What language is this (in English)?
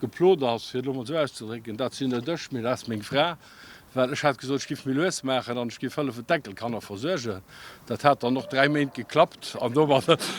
Luxembourgish